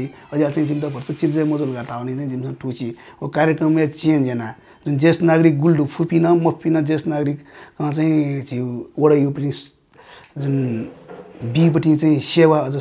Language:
Newari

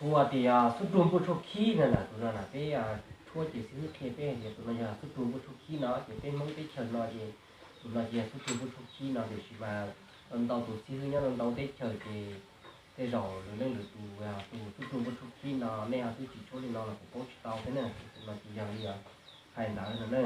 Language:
Hmong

